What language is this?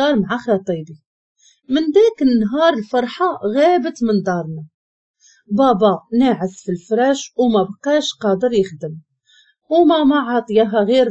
Moroccan Arabic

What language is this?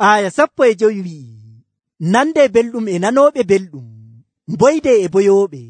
Nigerian Fulfulde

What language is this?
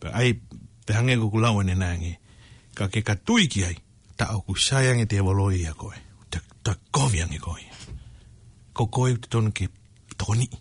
Tongan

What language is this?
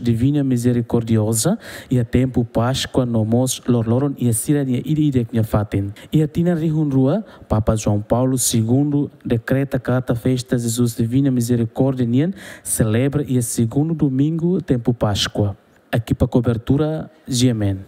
Tetum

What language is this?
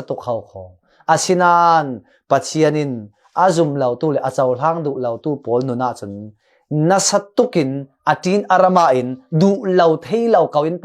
Falam Chin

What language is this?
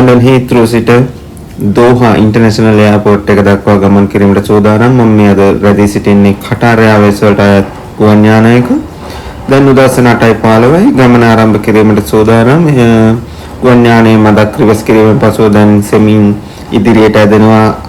Sinhala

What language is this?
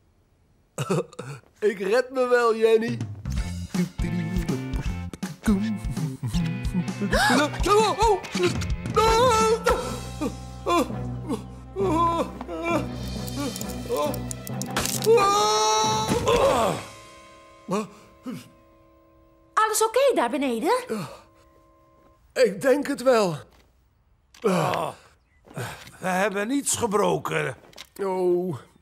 Dutch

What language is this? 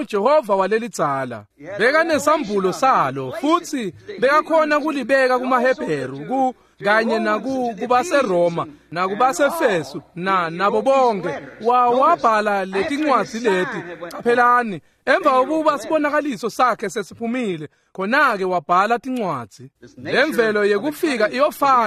Swati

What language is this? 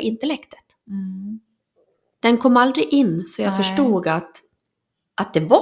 Swedish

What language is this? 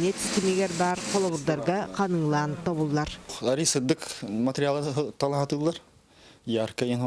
Yakut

